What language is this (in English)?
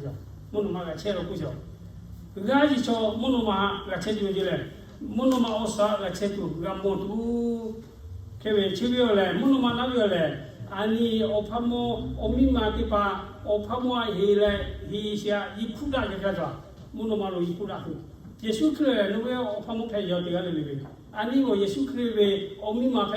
Lahu